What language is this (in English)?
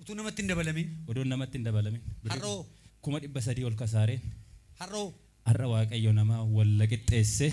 Oromo